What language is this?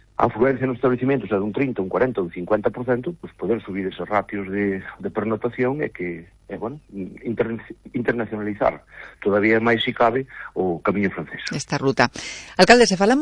Galician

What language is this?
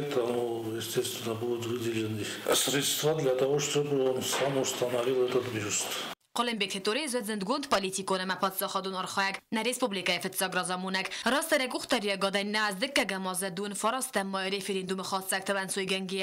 Ossetic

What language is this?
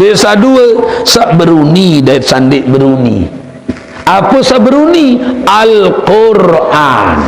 Sasak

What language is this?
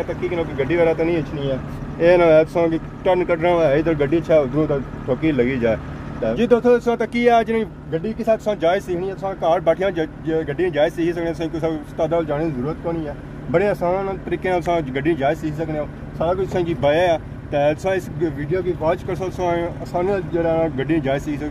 Pahari-Potwari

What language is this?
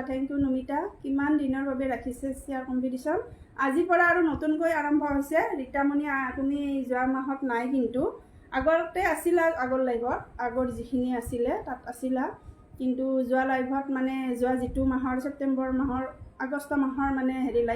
Assamese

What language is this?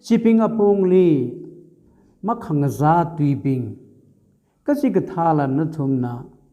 Tangkhul Naga (India)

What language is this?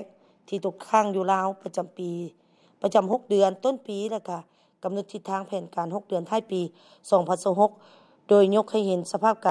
Lao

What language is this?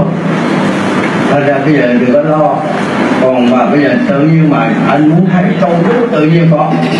Vietnamese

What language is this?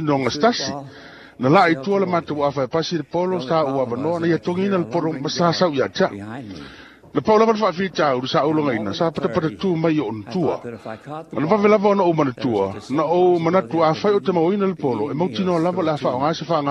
Samoan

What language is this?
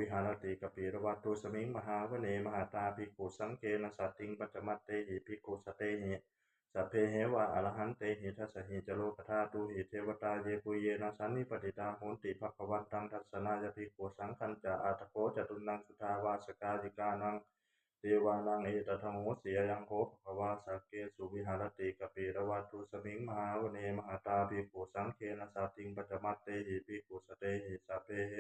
Pali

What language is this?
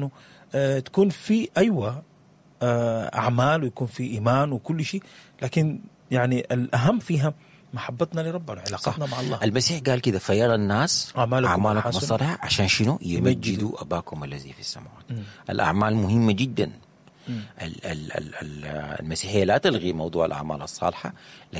Sudanese Arabic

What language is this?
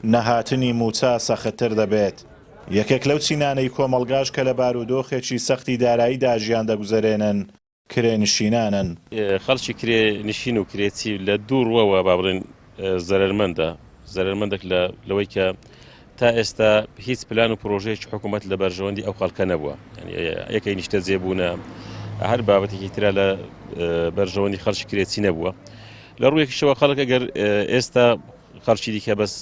Central Kurdish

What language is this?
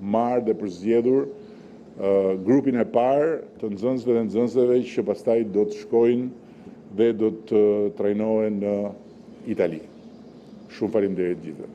Albanian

